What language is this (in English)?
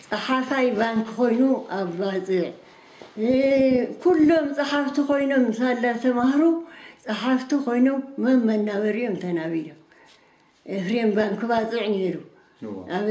Tigrinya